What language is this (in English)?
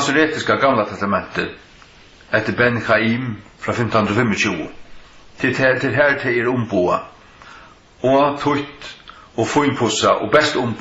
Faroese